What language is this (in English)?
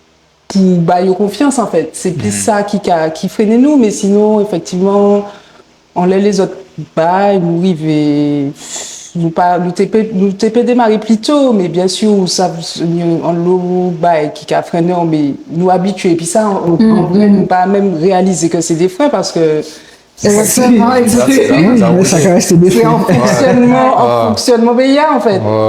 Guadeloupean Creole French